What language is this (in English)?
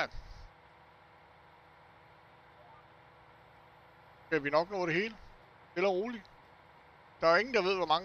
Danish